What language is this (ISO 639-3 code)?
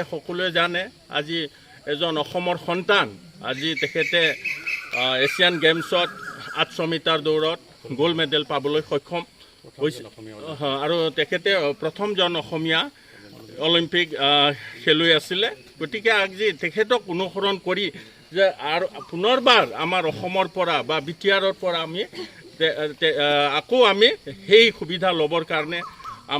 asm